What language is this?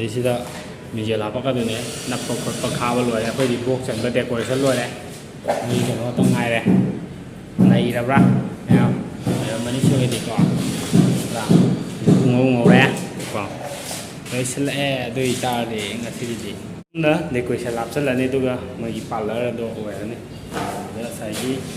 Manipuri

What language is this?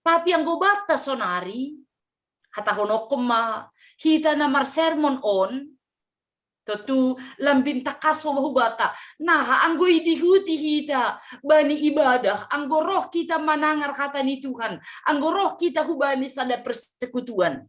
Batak Simalungun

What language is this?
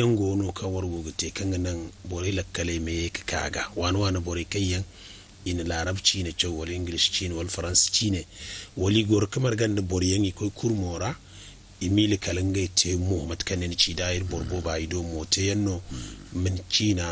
Zarma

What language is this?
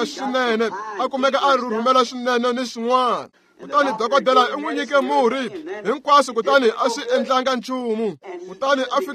Tsonga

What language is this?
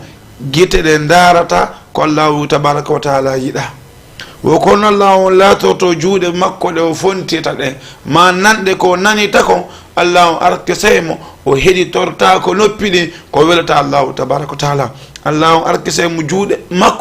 Fula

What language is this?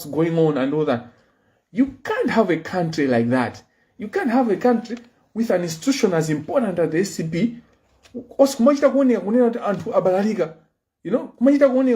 Nyanja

